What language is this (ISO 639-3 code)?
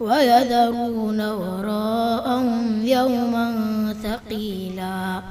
ful